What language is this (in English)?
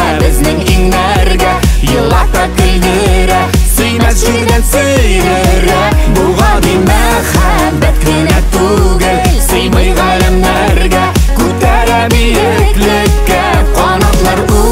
Tatar